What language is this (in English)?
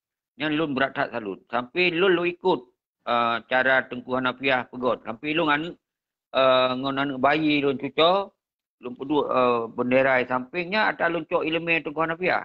Achinese